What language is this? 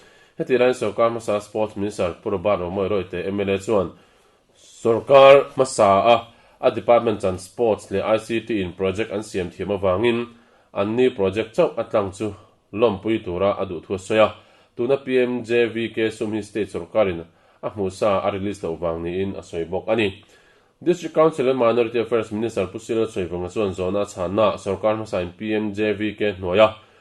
Mizo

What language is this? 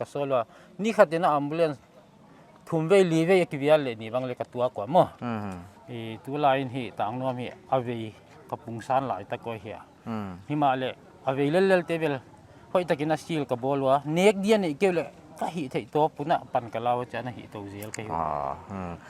Paite Chin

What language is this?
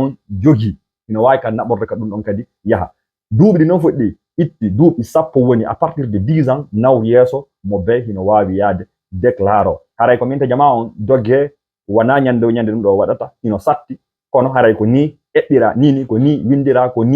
Fula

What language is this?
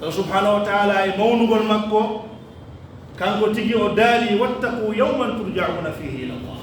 Pular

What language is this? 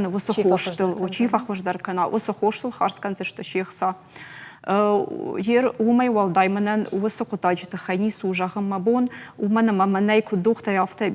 Ossetic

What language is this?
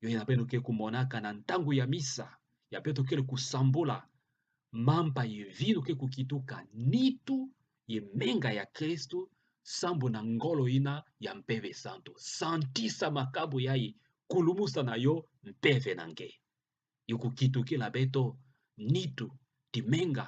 Kituba (Democratic Republic of Congo)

